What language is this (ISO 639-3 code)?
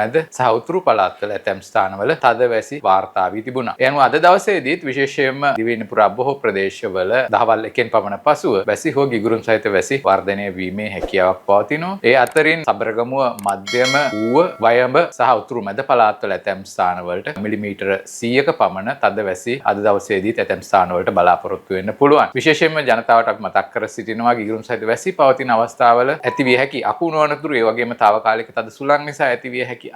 sin